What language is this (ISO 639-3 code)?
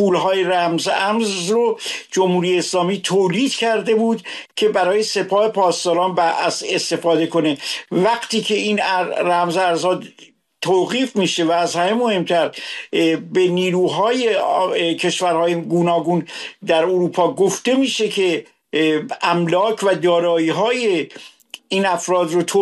fas